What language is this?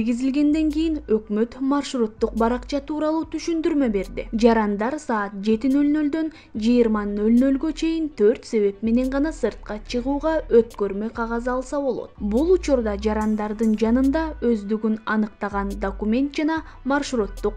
Kyrgyz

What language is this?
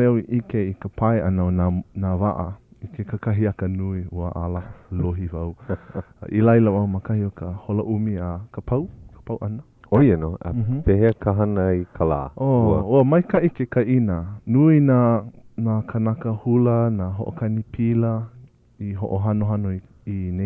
Hawaiian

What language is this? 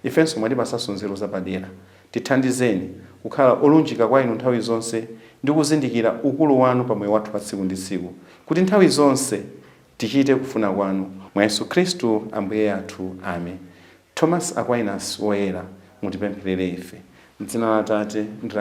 Nyanja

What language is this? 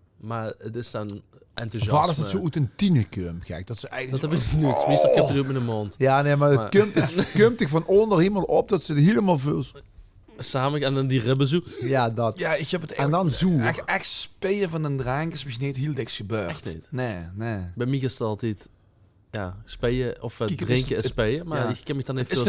Limburgish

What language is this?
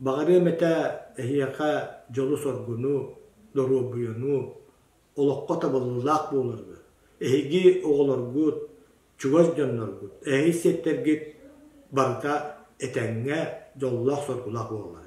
Yakut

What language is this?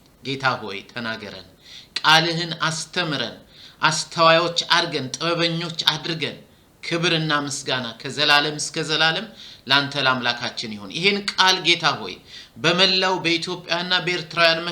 Amharic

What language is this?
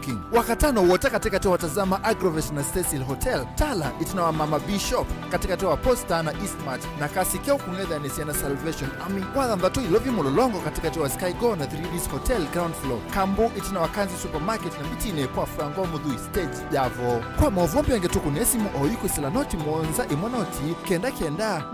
Kamba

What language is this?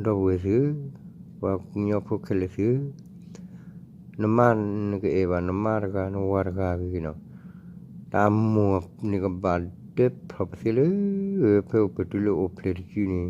S'gaw Karen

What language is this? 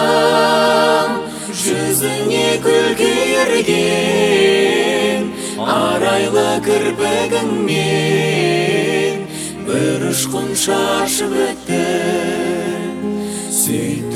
Kazakh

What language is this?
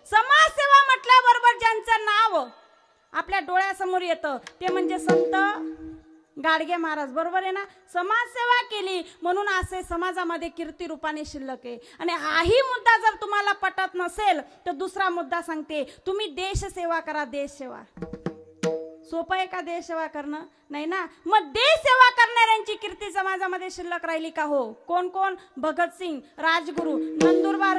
Marathi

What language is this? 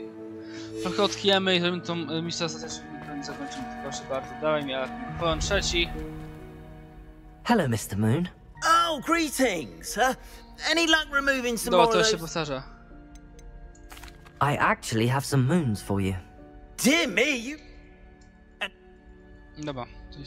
Polish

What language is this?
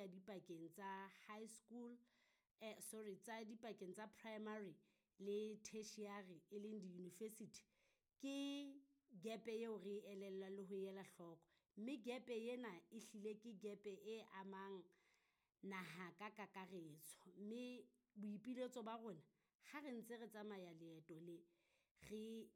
Southern Sotho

